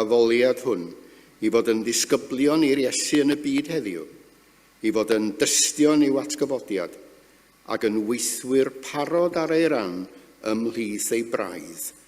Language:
Welsh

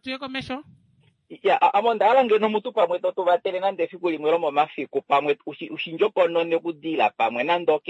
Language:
Kuanyama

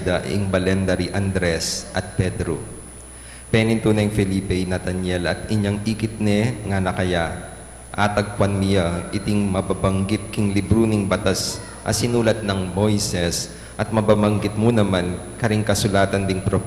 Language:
Pampanga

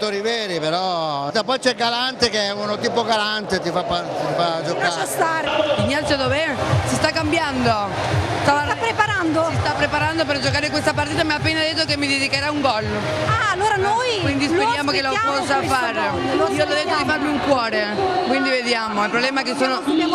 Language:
Italian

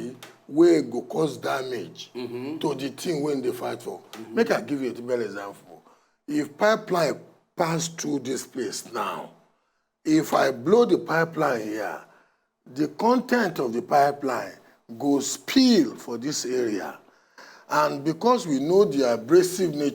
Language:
Nigerian Pidgin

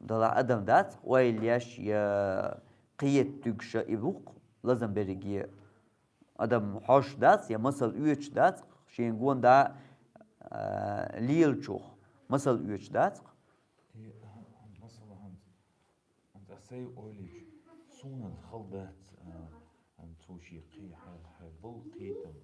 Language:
Chechen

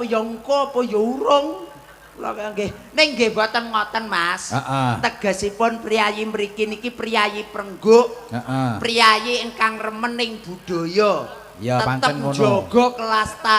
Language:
Javanese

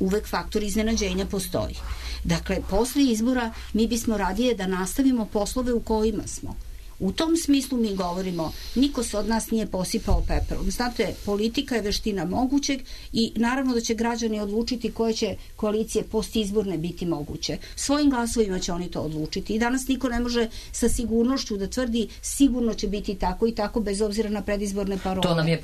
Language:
Serbian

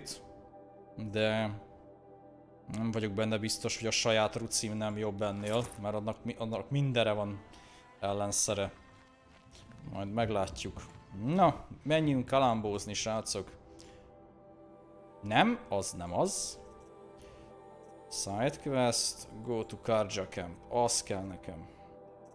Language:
Hungarian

